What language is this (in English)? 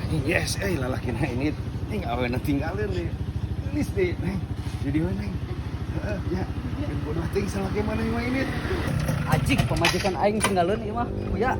Sundanese